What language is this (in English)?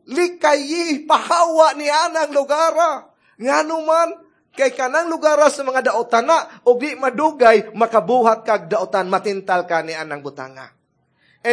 Cebuano